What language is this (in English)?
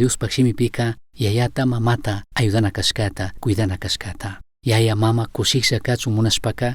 Chimborazo Highland Quichua